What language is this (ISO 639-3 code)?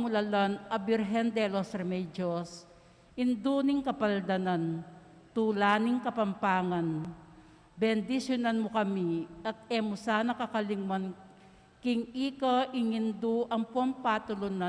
pam